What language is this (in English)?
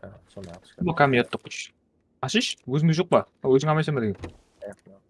Kara-Kalpak